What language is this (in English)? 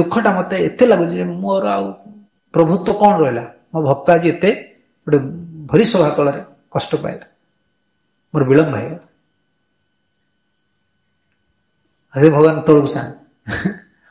Odia